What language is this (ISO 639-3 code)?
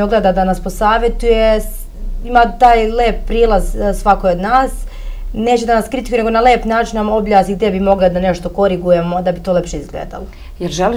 srp